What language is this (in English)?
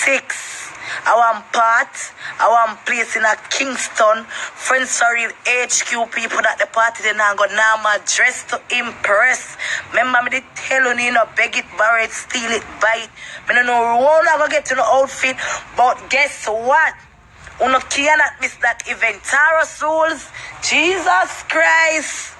Jamaican Creole English